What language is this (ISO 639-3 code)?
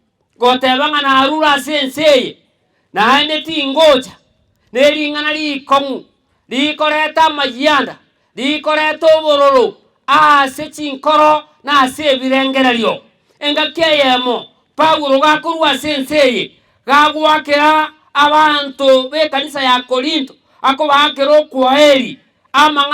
guz